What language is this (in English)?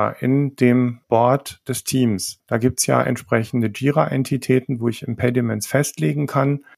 German